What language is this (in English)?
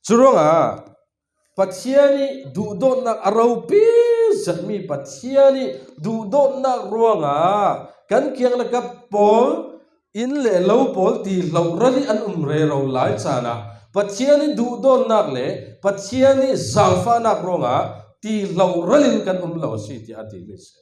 Falam Chin